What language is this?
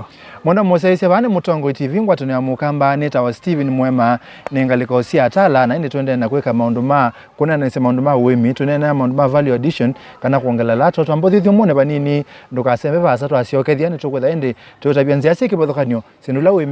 Kamba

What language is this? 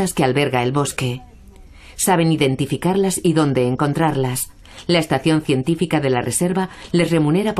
Spanish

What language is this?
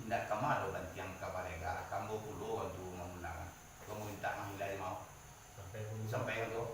Minangkabau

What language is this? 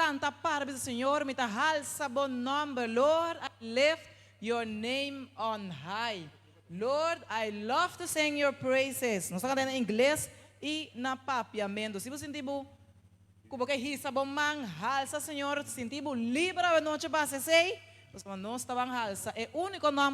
Papiamento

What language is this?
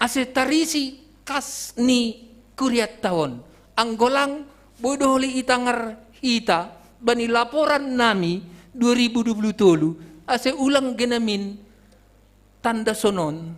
Batak Simalungun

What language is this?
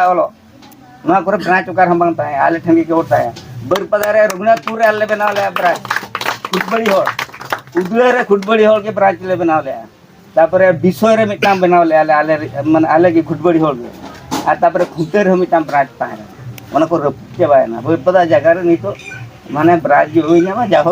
Santali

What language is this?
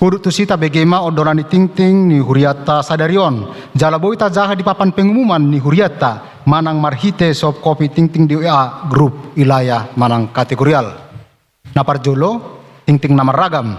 Batak Toba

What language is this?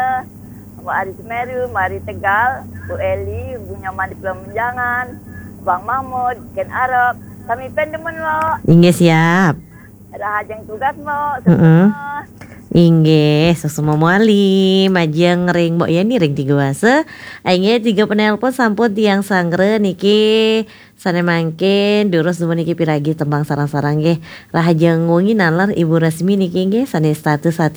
Balinese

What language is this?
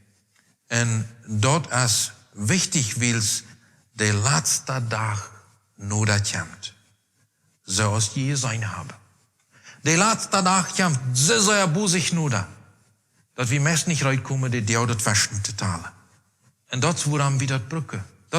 Plautdietsch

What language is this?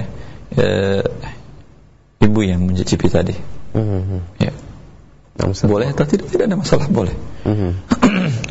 Indonesian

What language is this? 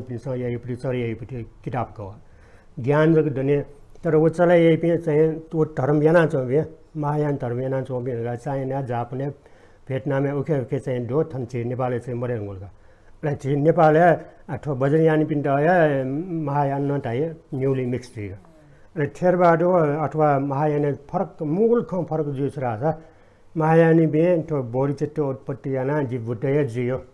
Newari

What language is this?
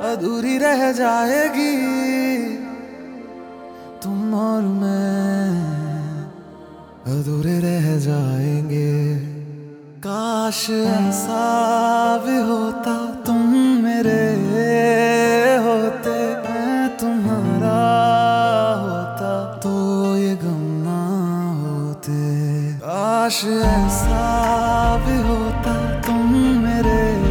Hindi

